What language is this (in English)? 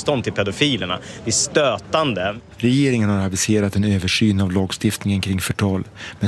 Swedish